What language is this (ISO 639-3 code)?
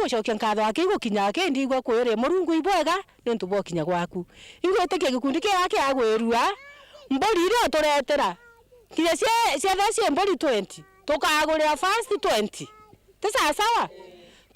mer